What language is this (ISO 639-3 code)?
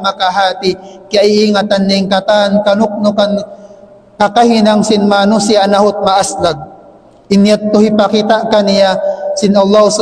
tsg